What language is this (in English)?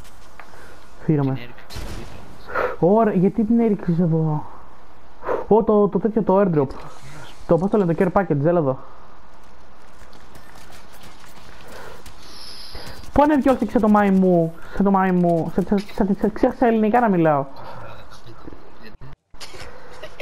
Greek